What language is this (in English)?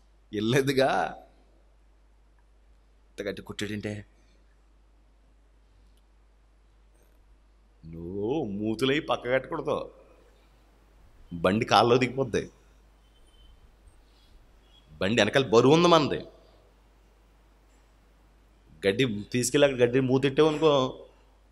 Telugu